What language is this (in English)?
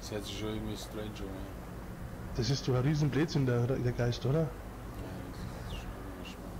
Bavarian